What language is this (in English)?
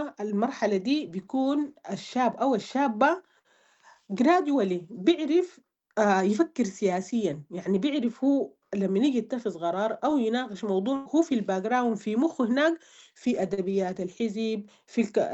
Sudanese Arabic